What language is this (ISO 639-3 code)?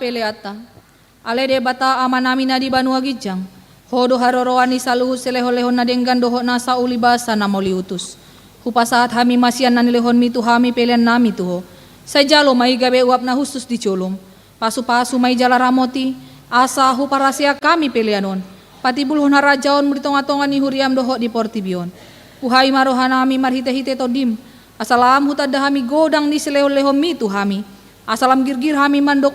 bbc